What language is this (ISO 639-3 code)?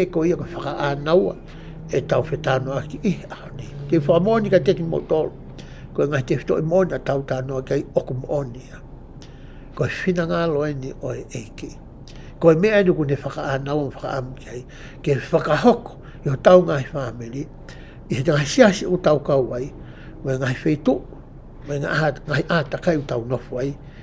ton